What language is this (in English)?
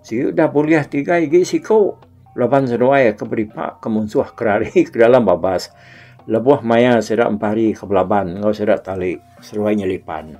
Iban